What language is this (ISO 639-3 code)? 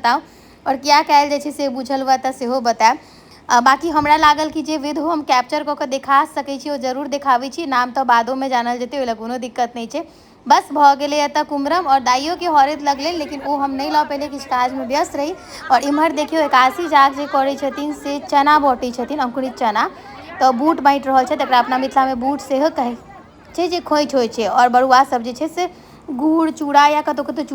mai